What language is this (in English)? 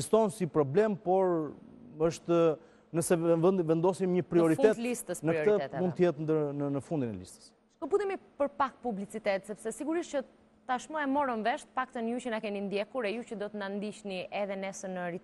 Albanian